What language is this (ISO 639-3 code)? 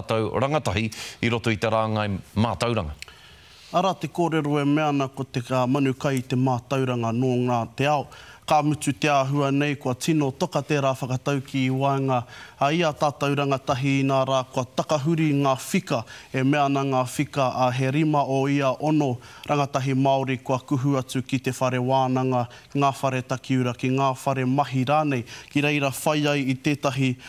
mri